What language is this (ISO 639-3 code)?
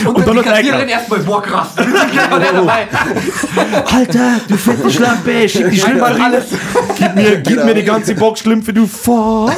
bar